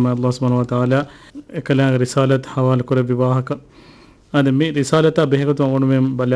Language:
Divehi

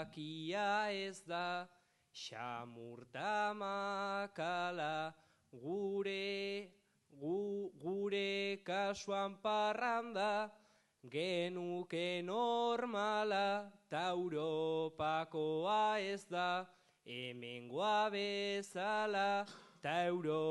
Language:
Basque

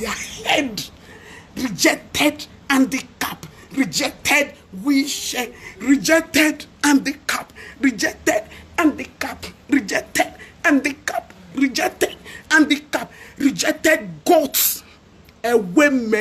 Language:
Nigerian Pidgin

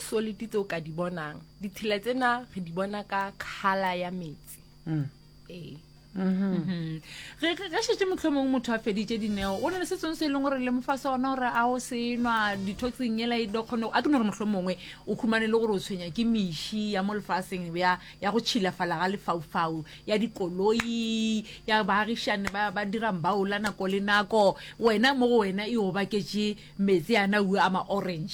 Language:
Northern Sotho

